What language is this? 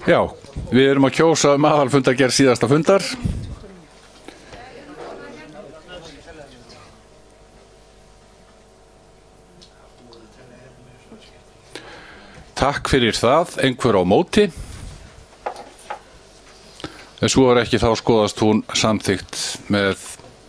Icelandic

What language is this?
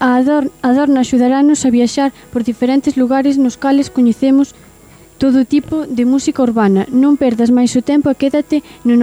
Galician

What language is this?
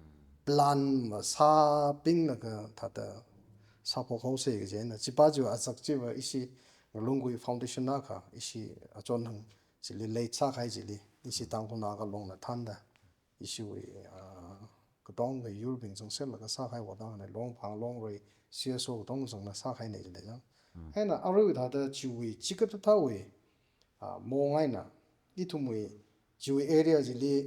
Tangkhul Naga (India)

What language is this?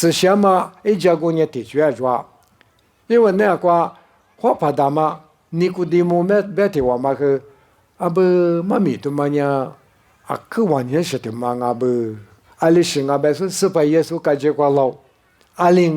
Lisu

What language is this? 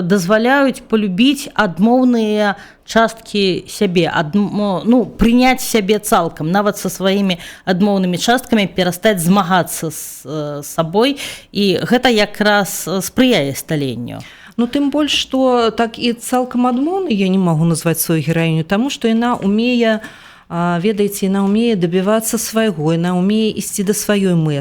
Belarusian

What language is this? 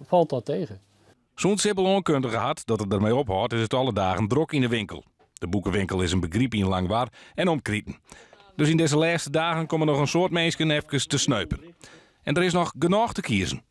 Western Frisian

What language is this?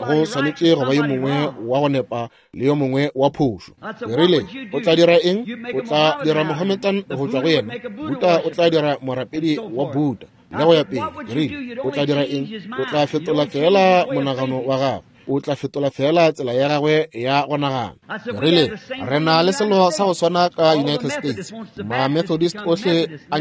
Northern Sotho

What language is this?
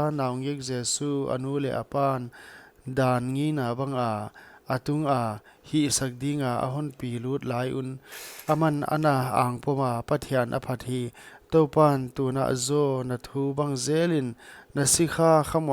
Paite Chin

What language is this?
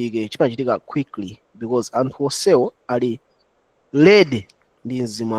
Nyanja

